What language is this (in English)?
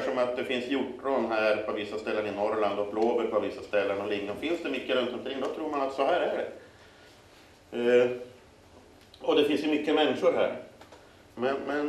Swedish